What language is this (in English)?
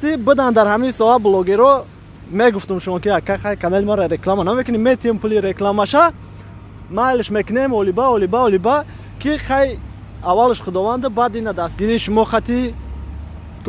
Tajik